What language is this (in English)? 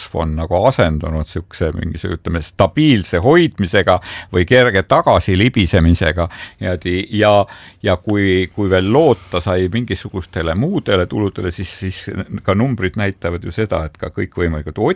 Estonian